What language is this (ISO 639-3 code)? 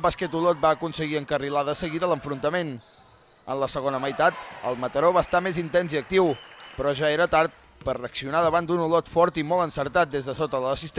cat